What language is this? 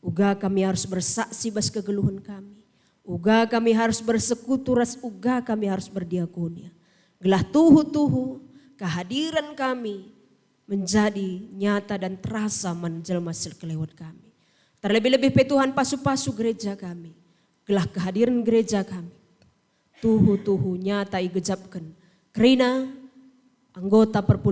Batak Karo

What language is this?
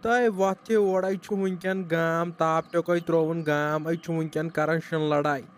Kashmiri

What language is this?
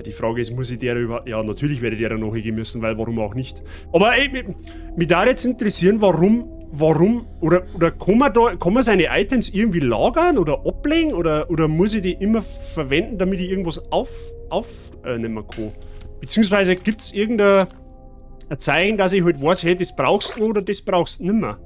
Bavarian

